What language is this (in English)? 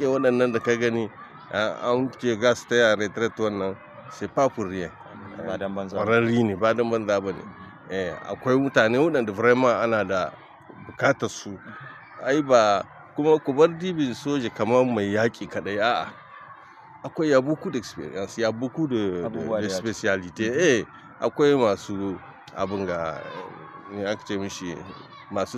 Hausa